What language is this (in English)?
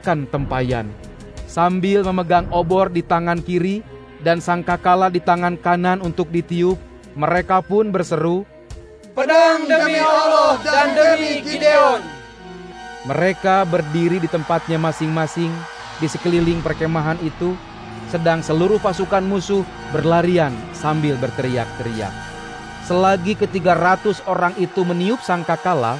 Indonesian